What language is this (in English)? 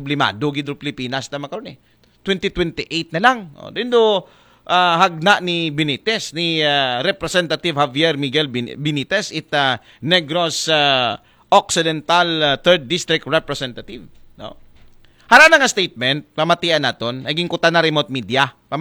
Aklanon